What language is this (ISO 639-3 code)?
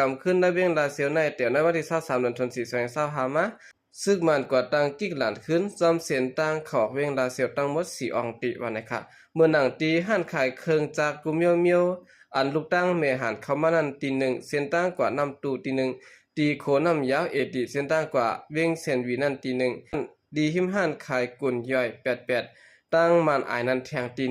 shn